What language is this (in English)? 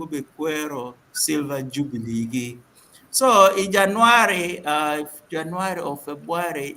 Acoli